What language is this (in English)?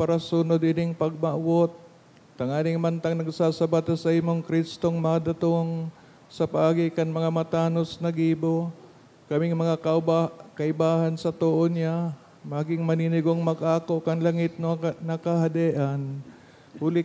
Bikol